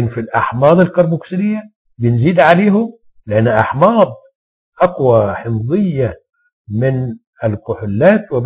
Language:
Egyptian Arabic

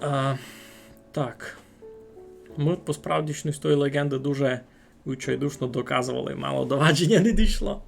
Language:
Rusyn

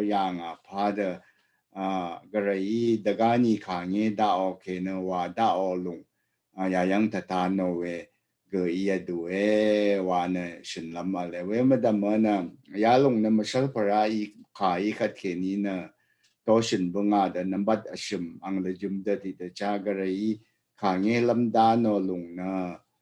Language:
Rawang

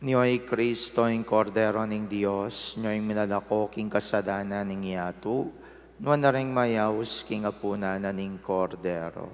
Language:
Pampanga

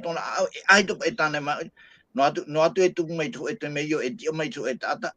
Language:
Tahitian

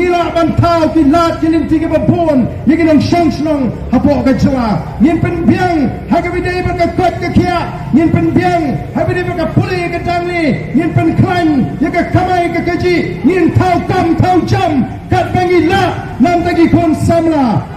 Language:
Khasi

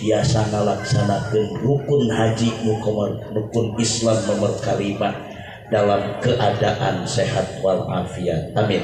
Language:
Sundanese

